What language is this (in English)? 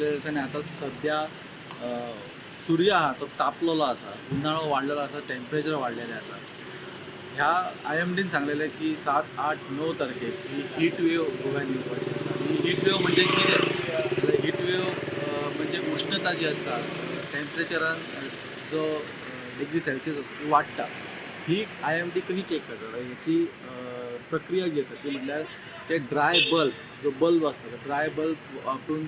Konkani